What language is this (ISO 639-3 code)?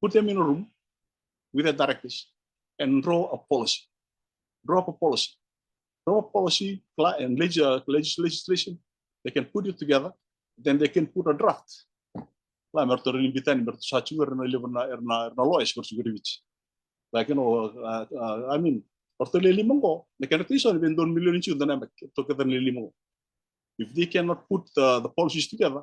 fij